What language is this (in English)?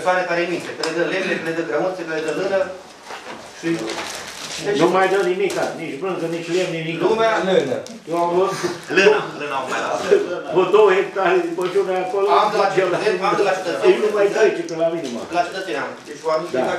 Romanian